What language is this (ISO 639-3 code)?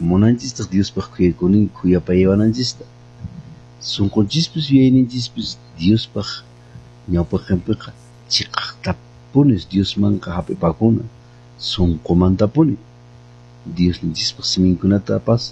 que